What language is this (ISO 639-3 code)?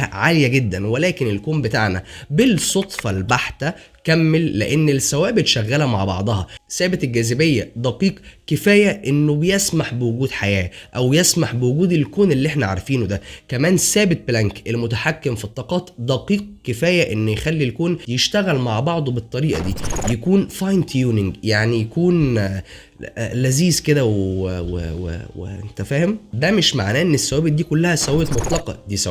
arz